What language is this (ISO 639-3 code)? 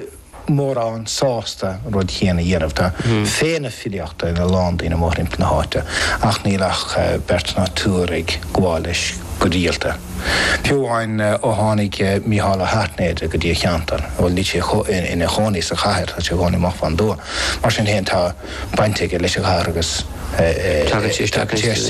gle